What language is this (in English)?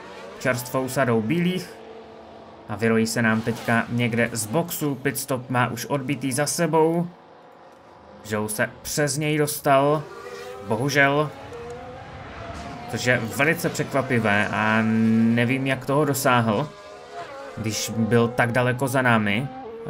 Czech